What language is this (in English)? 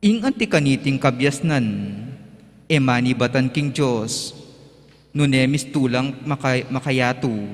Pampanga